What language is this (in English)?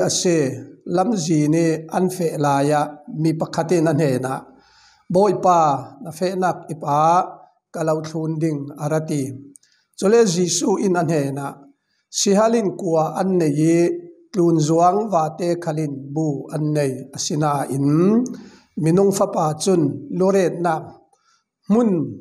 Falam Chin